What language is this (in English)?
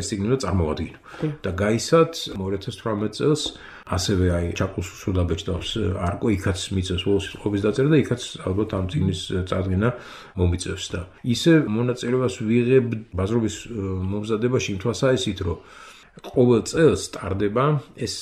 Georgian